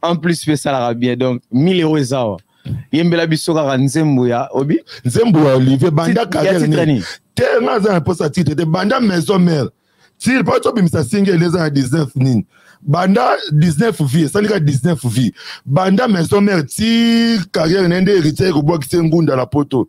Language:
Lingala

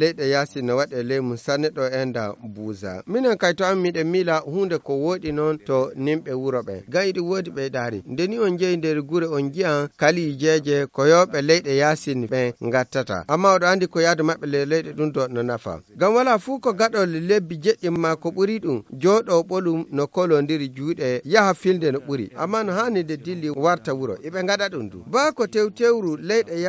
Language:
Nigerian Fulfulde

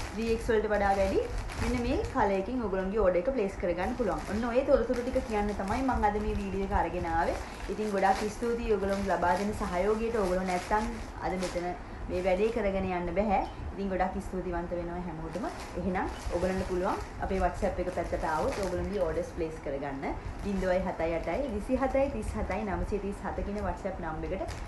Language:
Sinhala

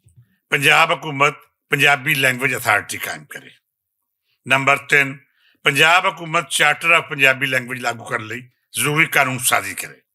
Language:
Western Panjabi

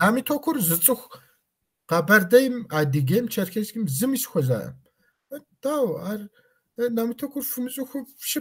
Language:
Kabardian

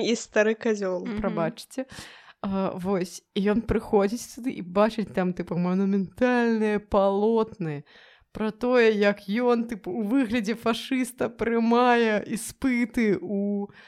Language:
Belarusian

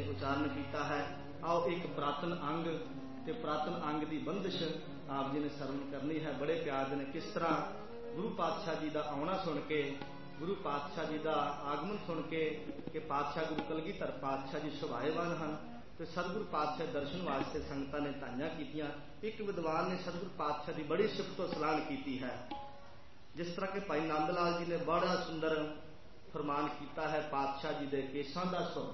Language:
Punjabi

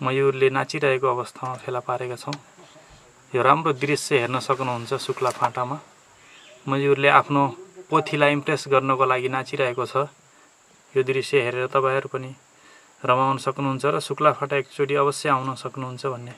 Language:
Nepali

